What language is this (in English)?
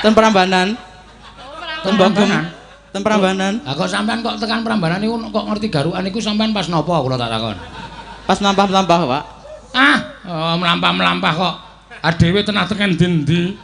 Javanese